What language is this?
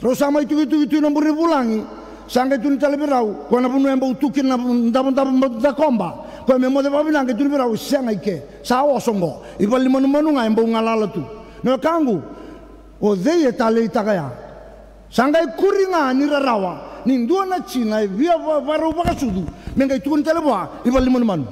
Fijian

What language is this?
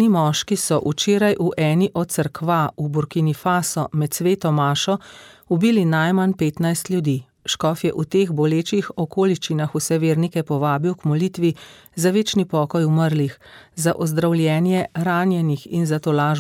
Slovenian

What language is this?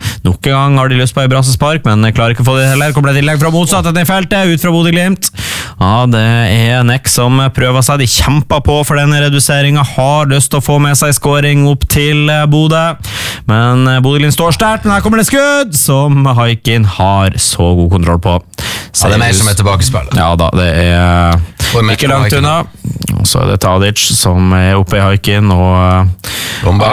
Norwegian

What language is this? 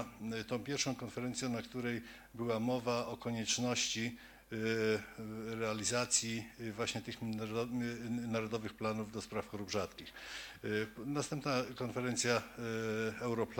Polish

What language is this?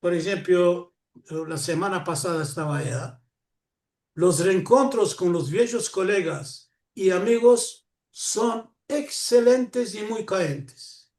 Ladino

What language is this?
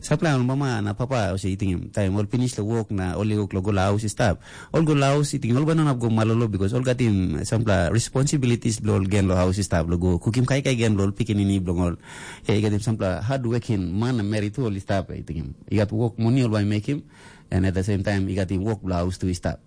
Tok Pisin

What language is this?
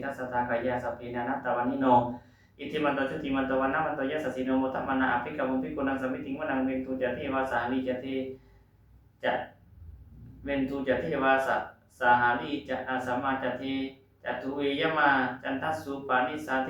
Pali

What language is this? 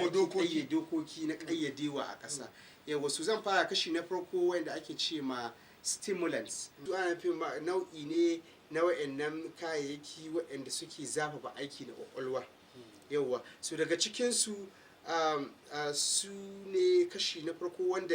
Hausa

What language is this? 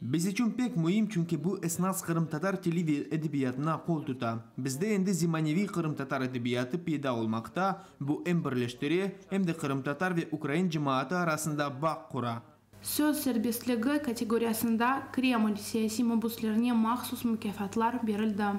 Crimean Tatar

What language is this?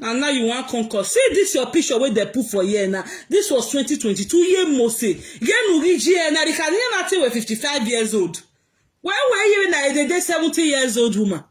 Nigerian Pidgin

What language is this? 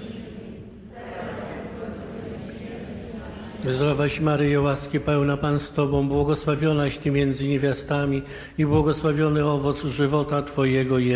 Polish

